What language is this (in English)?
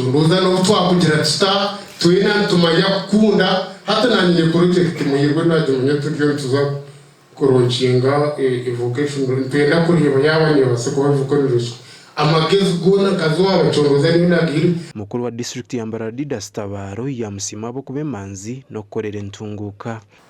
Nyankole